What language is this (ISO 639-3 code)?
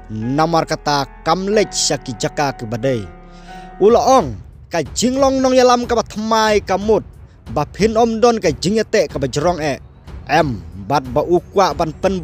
kha